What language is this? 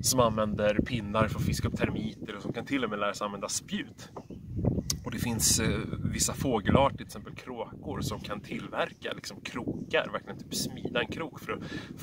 Swedish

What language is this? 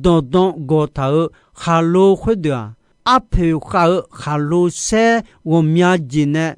Akha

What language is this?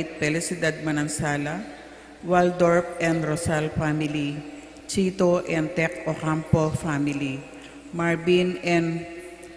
Pampanga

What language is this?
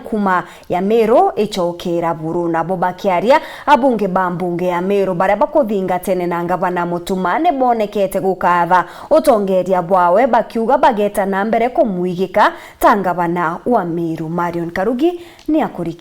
Meru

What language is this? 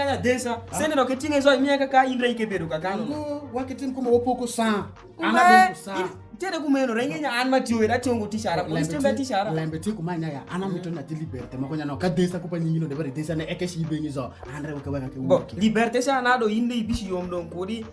Alur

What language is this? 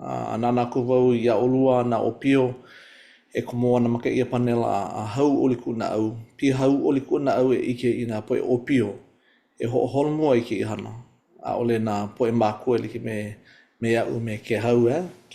Hawaiian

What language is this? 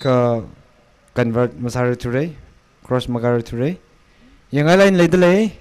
Tangkhul Naga (India)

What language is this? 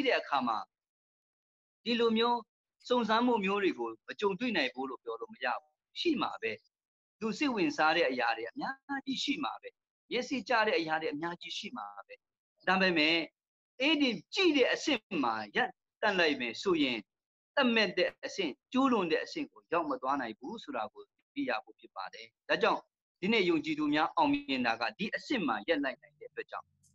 Burmese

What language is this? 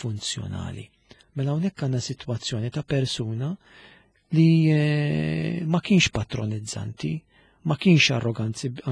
Maltese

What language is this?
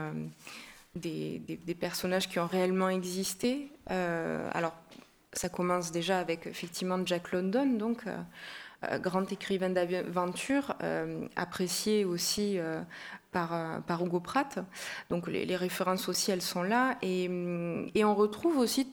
French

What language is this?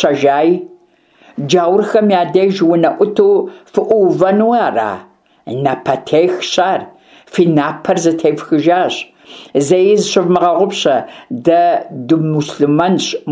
Kabardian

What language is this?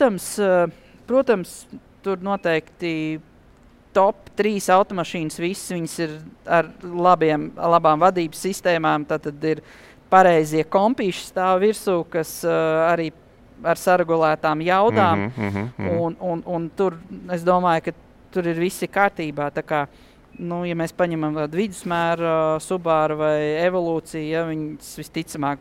Latvian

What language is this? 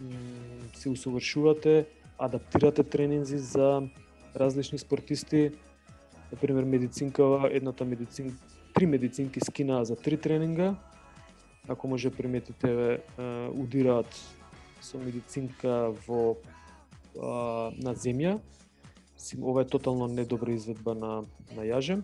Macedonian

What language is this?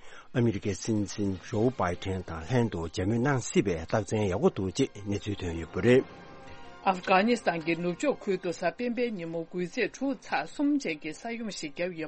Tibetan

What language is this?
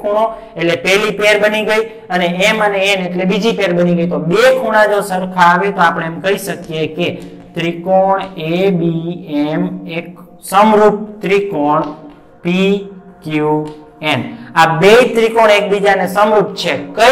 Gujarati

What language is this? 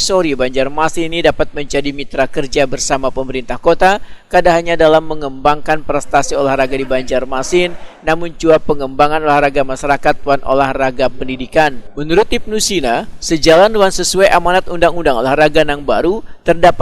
Banjar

